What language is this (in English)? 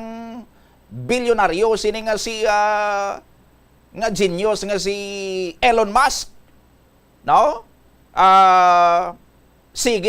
Hiligaynon